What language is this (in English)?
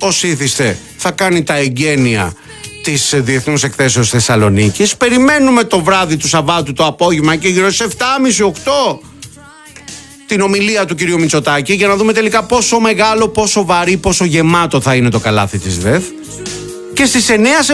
Greek